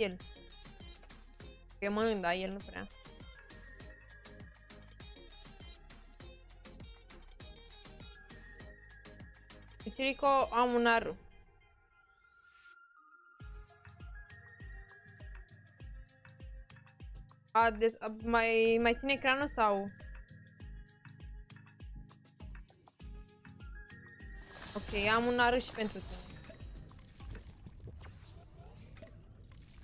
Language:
Romanian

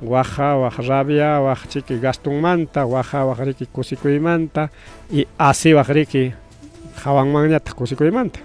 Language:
Ayacucho Quechua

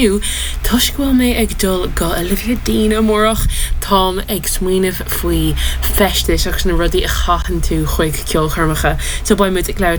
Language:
Irish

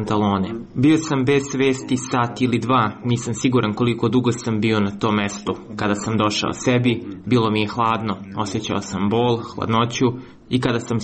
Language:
Serbian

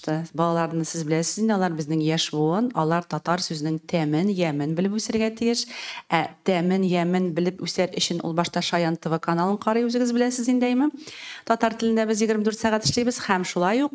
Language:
Tatar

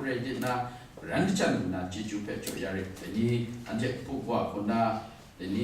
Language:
Kachin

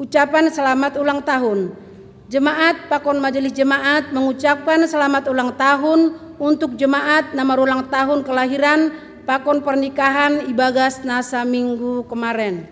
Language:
Batak Simalungun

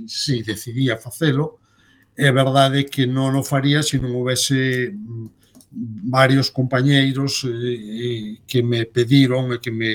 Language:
Galician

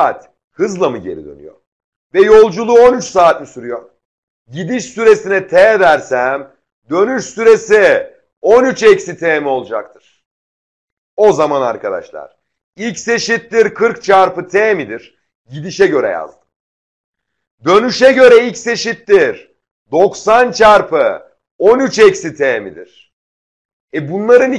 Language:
Turkish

